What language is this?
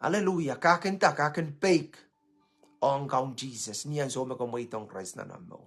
Pohnpeian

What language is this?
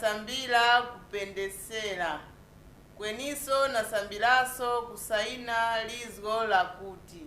Nyanja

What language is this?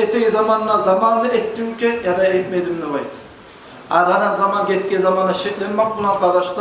Kumyk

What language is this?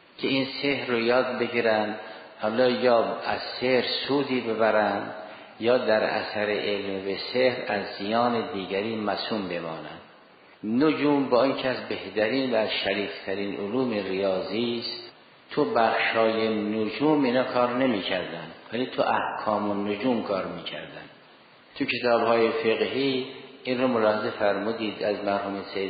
Persian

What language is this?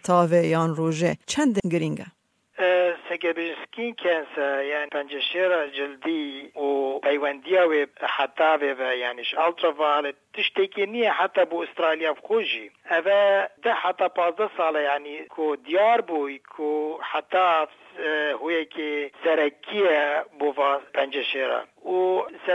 Kurdish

